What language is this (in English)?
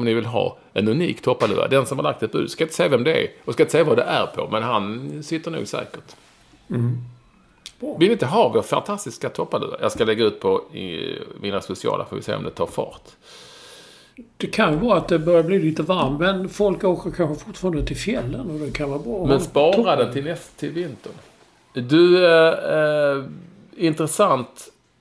Swedish